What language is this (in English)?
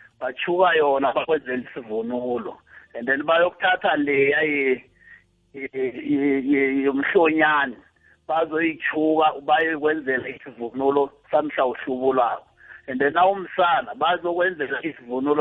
South Ndebele